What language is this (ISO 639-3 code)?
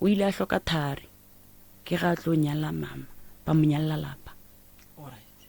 nso